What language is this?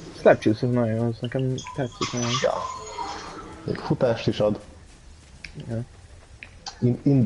Hungarian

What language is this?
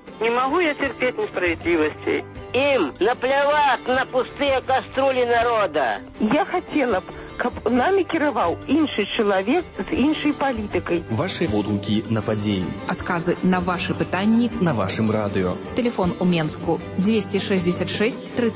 Belarusian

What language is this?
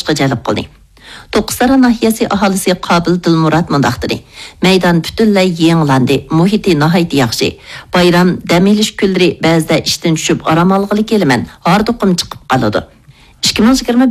Uyghur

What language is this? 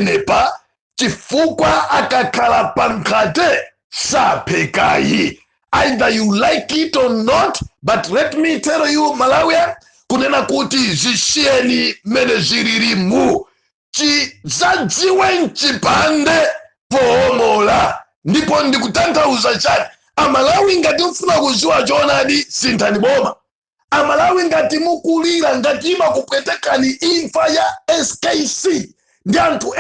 Nyanja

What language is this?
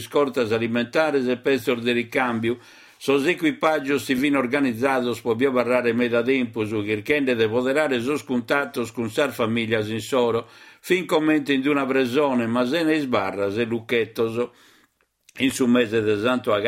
Sardinian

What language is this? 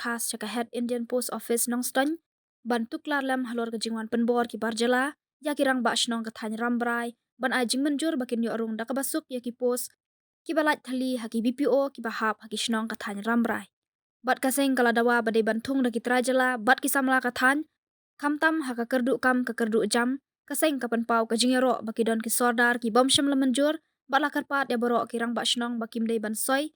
Khasi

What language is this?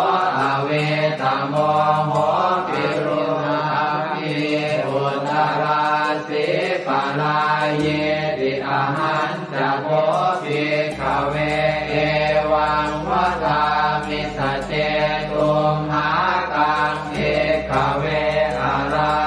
Pali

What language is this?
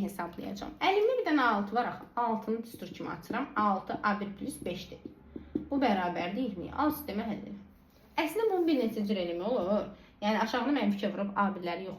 Azerbaijani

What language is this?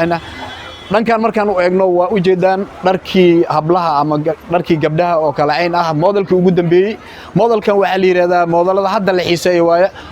Somali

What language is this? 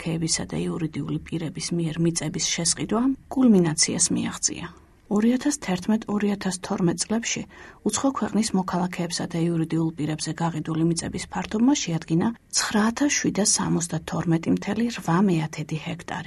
Georgian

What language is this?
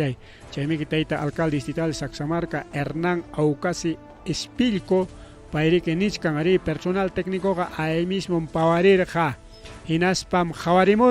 Ayacucho Quechua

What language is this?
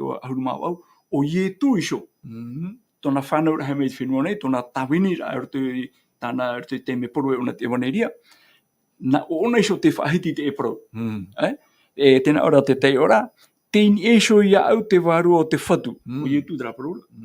Tahitian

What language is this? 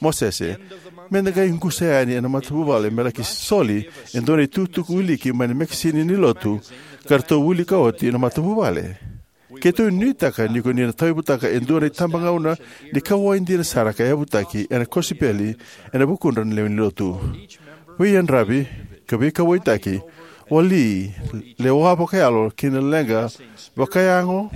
Fijian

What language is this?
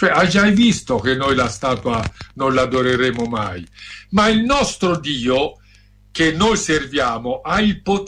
Italian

